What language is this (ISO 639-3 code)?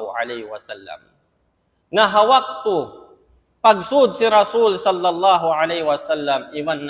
tsg